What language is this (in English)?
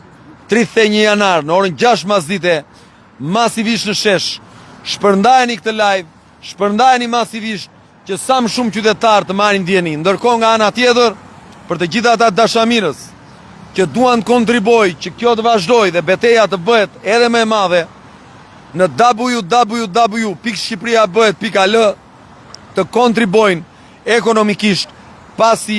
Albanian